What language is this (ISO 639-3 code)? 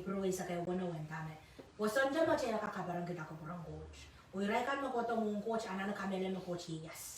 pon